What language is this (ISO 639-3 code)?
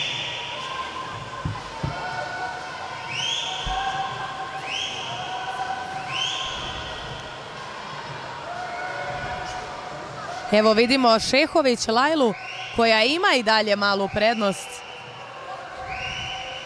srp